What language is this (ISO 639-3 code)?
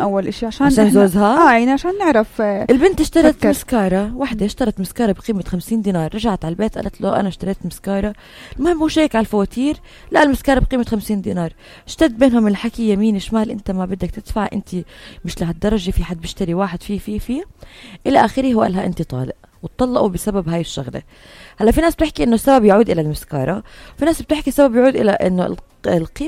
apc